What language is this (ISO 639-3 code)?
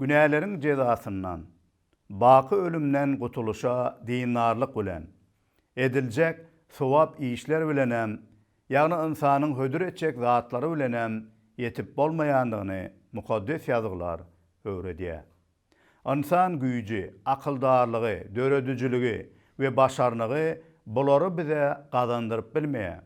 tuk